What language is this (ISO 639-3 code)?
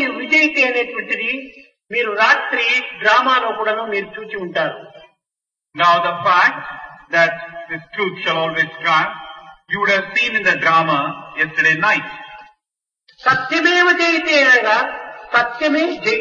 tel